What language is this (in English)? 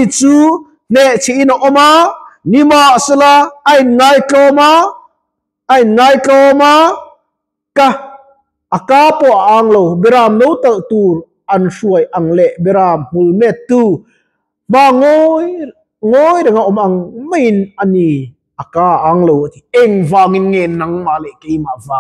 Mizo